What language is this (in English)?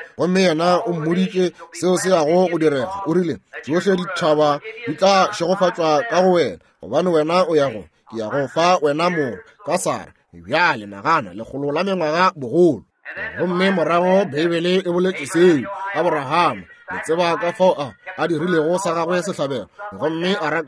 Northern Sotho